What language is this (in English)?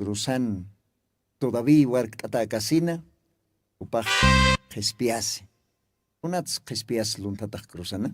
Aymara